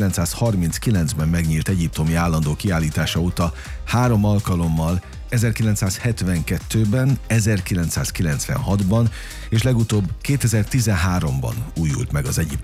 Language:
Hungarian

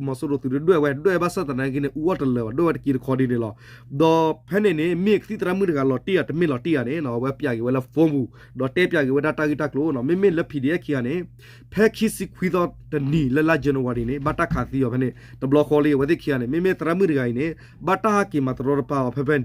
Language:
S'gaw Karen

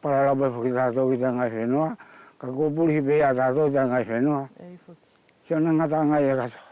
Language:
Wallisian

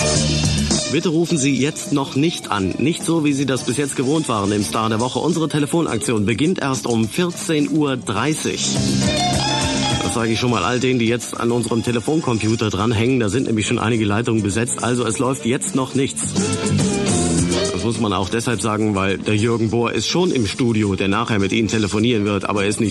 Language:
German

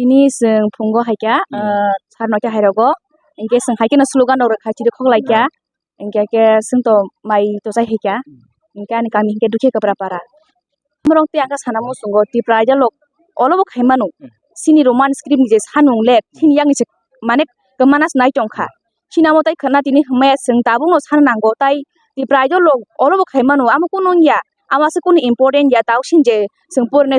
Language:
Kok Borok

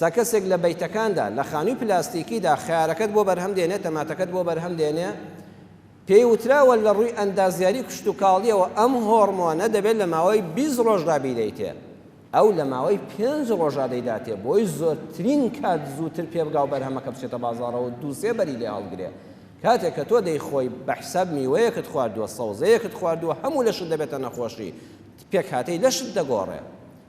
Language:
Central Kurdish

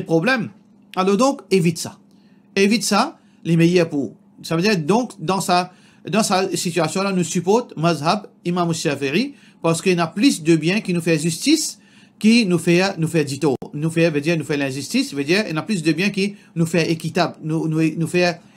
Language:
Morisyen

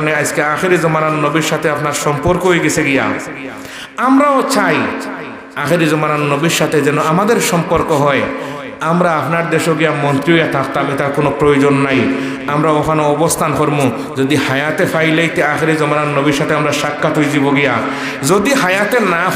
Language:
Sylheti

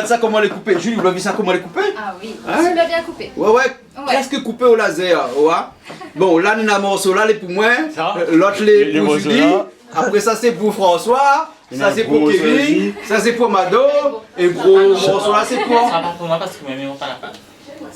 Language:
Réunion Creole French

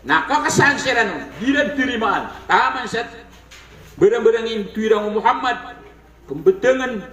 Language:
Maranao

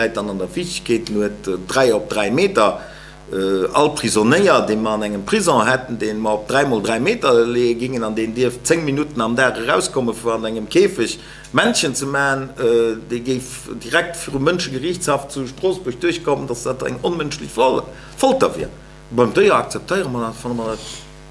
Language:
Luxembourgish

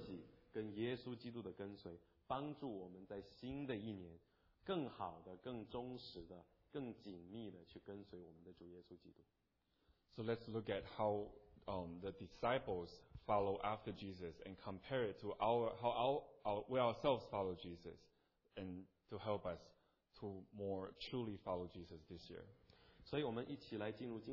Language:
Chinese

